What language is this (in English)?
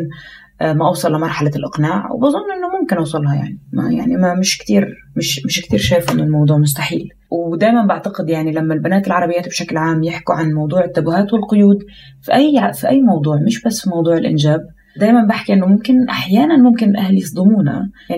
North Levantine Arabic